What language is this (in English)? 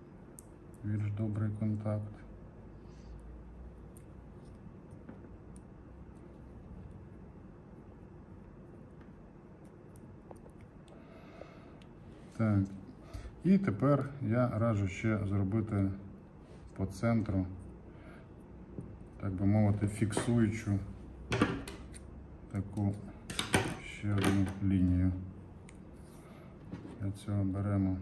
Ukrainian